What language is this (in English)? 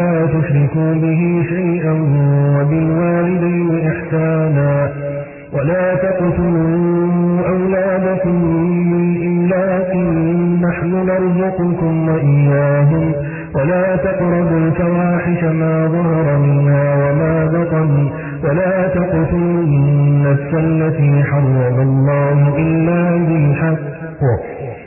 Arabic